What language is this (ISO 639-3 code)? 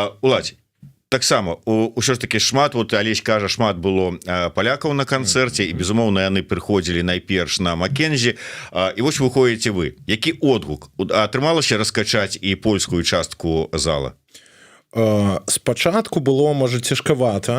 bel